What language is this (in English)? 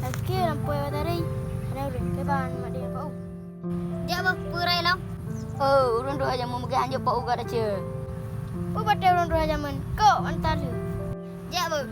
Achinese